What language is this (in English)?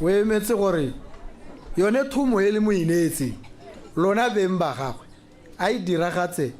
Tswana